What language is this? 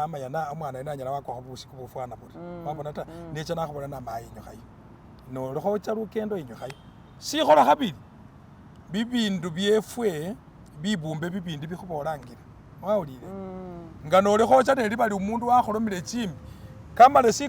Masaaba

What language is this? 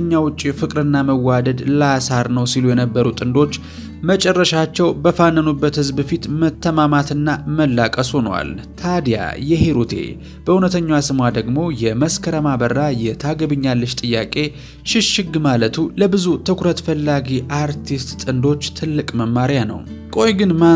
Amharic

